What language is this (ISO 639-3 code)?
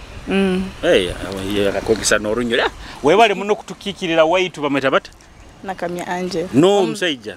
nyo